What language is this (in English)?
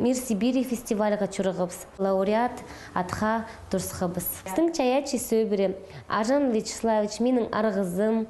Khakas